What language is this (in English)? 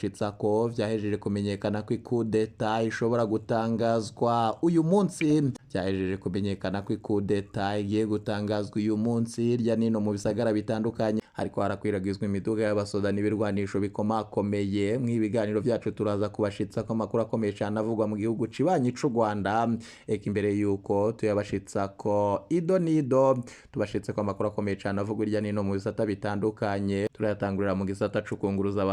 Rundi